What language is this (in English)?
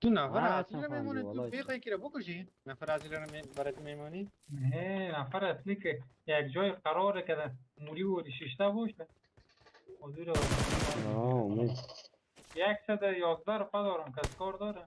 Persian